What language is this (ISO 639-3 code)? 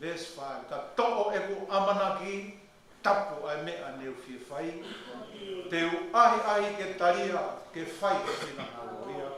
ton